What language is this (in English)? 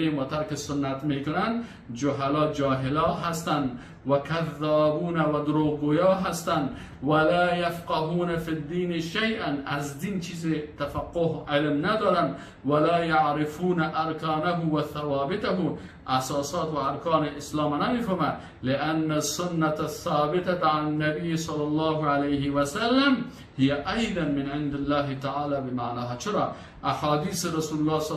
Persian